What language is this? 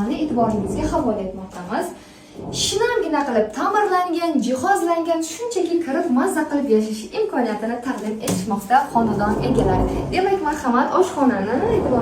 Uzbek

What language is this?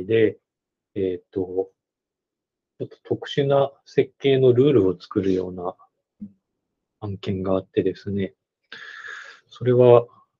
Japanese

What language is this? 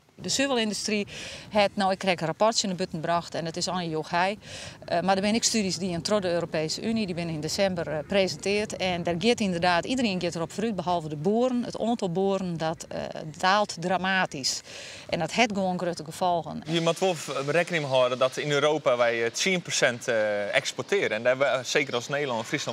Western Frisian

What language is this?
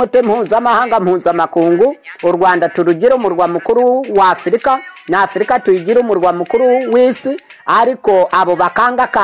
Kinyarwanda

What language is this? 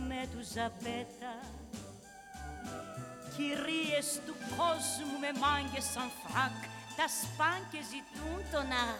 Greek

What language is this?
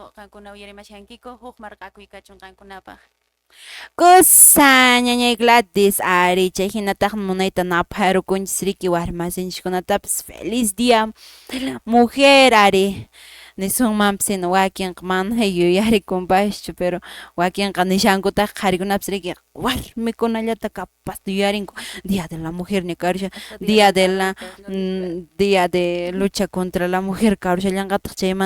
Quechua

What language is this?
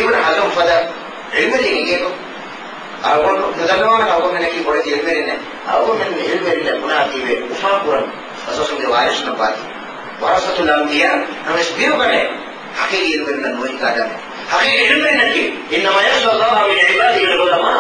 Divehi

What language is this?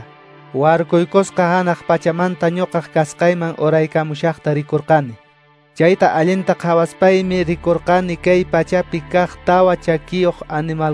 Quechua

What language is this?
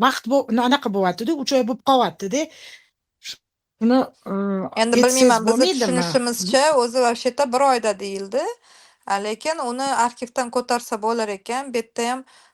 Uzbek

